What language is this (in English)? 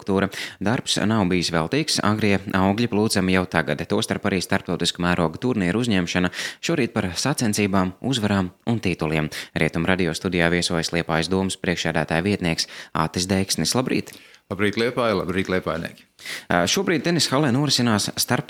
Latvian